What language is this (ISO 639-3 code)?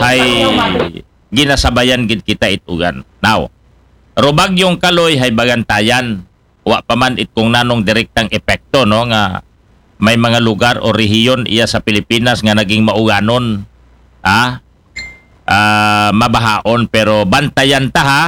akl